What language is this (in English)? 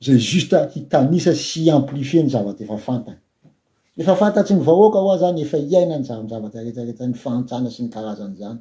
Malagasy